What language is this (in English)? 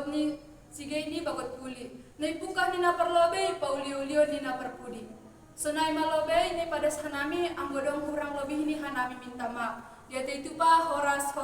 Batak Simalungun